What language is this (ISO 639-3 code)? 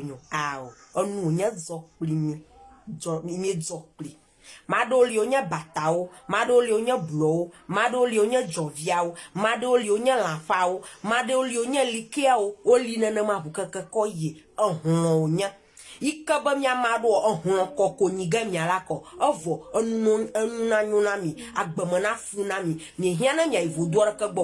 ewe